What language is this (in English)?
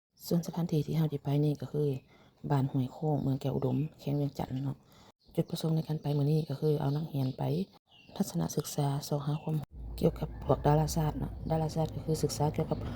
Lao